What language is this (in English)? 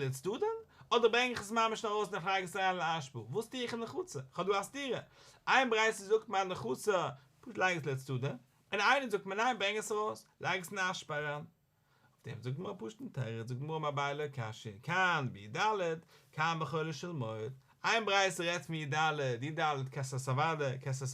Yiddish